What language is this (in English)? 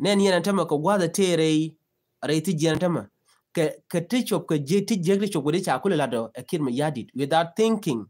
Nuer